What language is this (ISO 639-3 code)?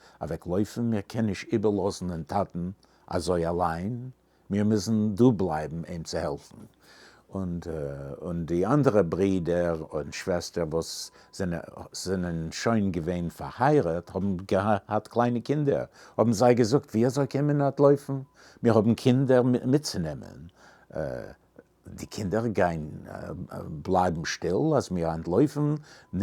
yid